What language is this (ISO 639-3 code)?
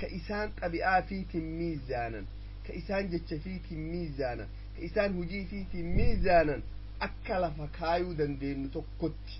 orm